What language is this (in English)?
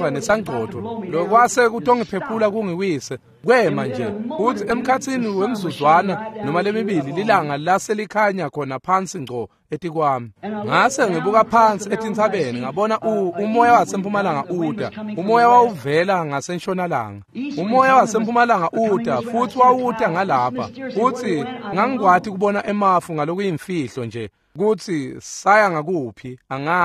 Swati